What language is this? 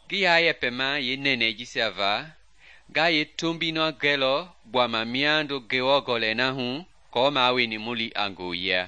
Mende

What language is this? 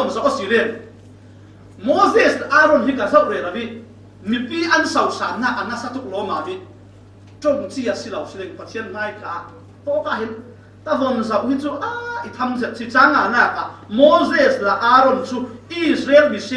Falam Chin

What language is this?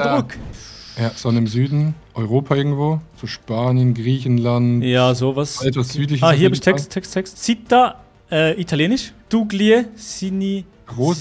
Swiss German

